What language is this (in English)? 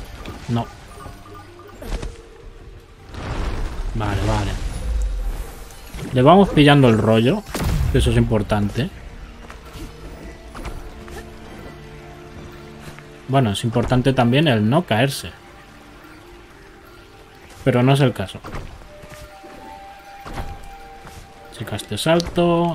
Spanish